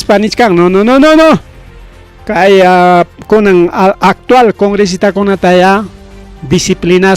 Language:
Ayacucho Quechua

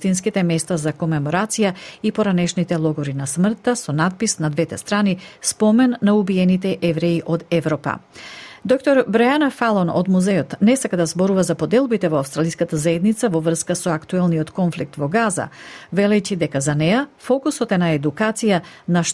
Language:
Macedonian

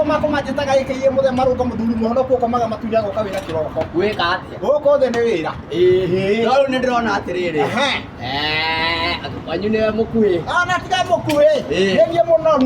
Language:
Kikuyu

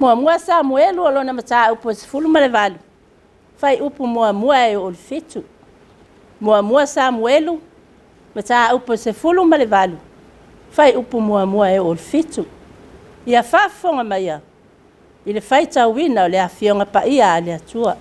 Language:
Samoan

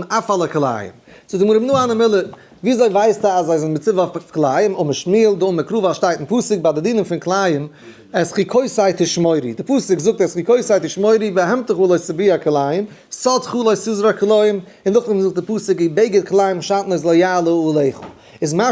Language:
Yiddish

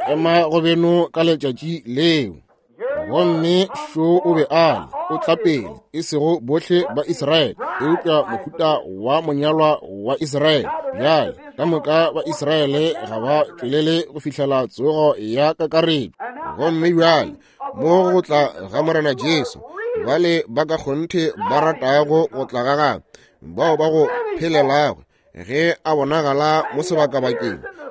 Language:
Northern Sotho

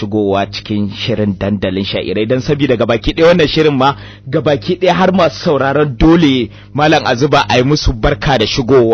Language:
Hausa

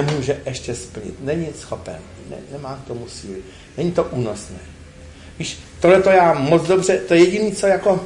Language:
Czech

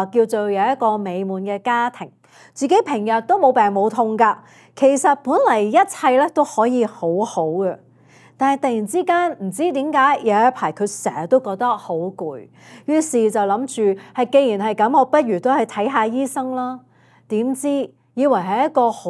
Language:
Cantonese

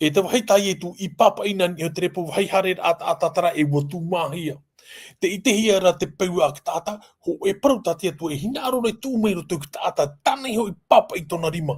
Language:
Tahitian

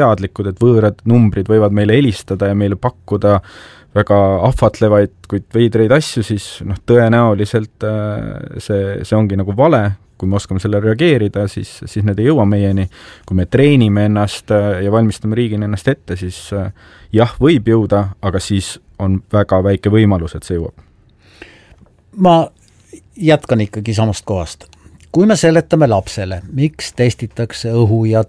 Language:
Estonian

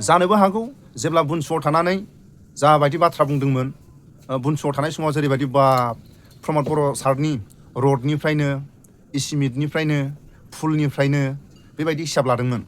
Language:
Bodo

